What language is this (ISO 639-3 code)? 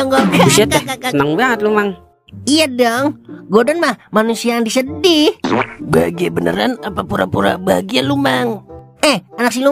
bew